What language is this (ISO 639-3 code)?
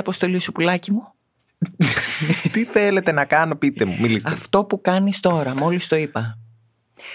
ell